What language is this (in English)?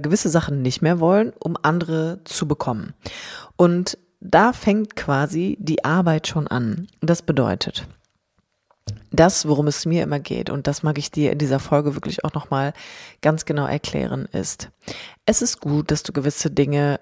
German